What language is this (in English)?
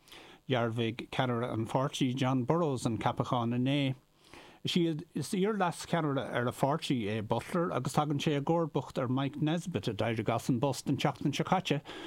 Irish